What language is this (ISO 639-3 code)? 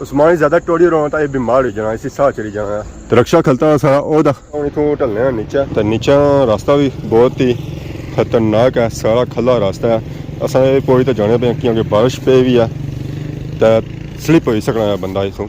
phr